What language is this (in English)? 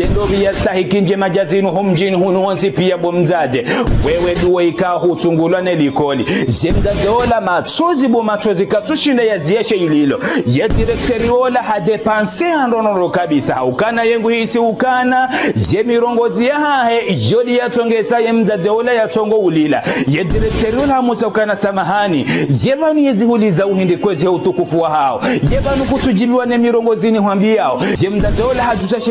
Ngazidja Comorian